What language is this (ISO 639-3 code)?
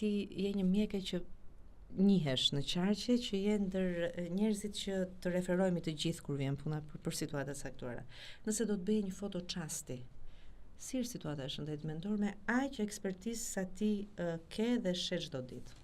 sqi